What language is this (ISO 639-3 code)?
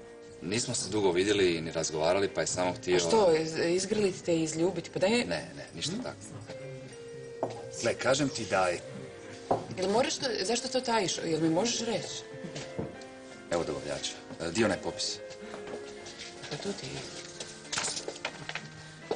hrv